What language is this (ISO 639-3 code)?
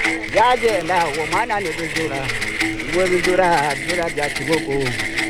kin